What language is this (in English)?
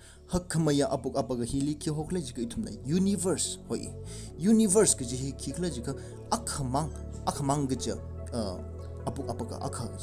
Tangkhul Naga (India)